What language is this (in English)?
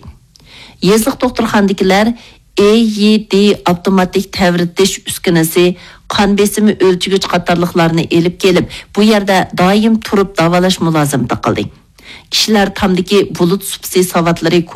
Uyghur